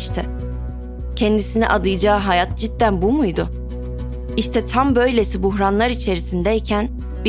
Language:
Turkish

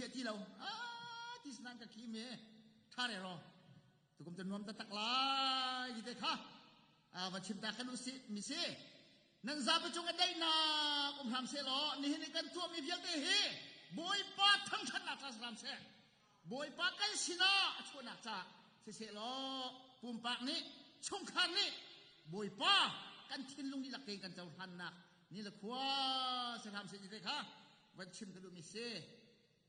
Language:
Hakha Chin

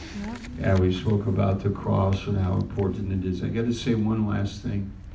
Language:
English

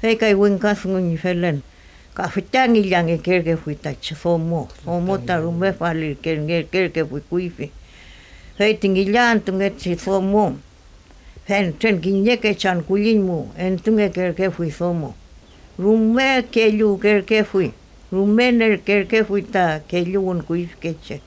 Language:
Mapuche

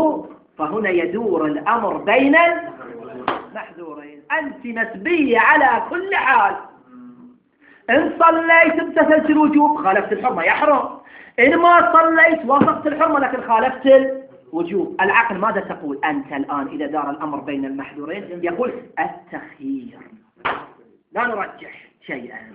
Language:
Arabic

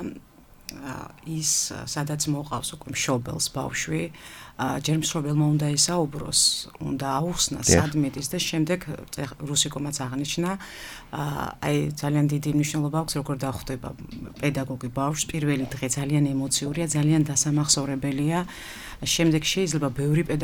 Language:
Georgian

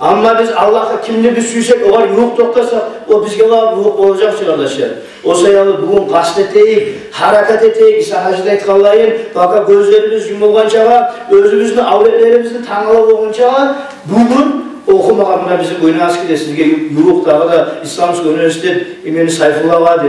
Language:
Kumyk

